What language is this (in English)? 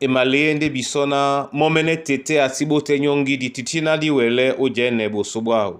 Duala